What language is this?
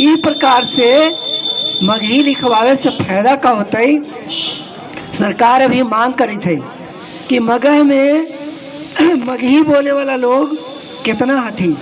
Magahi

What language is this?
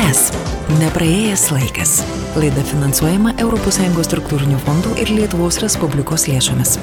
Lithuanian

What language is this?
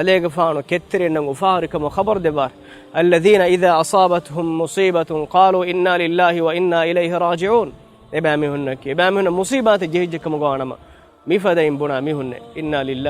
Divehi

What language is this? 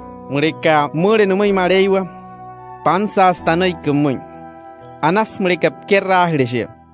Wayuu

